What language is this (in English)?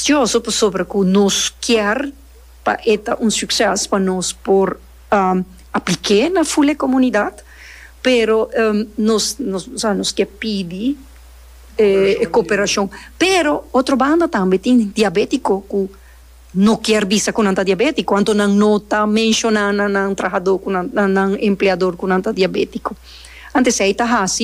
Papiamento